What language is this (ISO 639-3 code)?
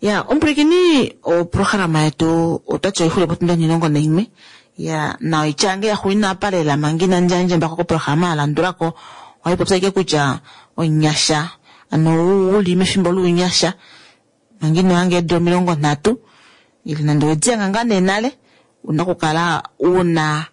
kua